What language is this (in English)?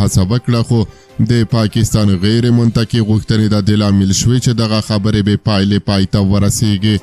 Pashto